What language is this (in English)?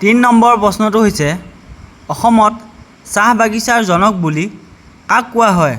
Assamese